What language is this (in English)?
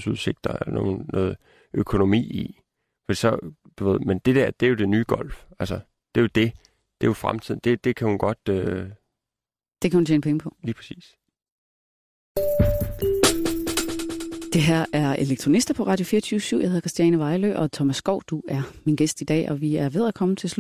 Danish